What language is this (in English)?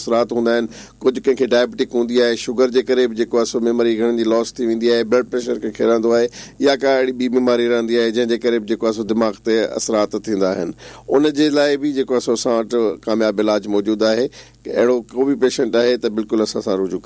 Sindhi